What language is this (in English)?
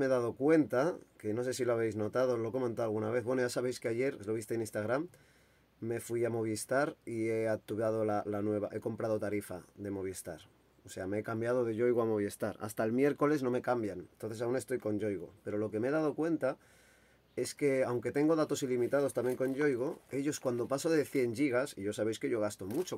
Spanish